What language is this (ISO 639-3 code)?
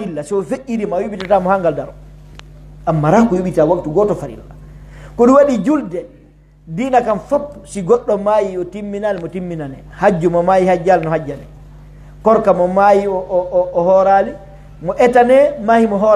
fuf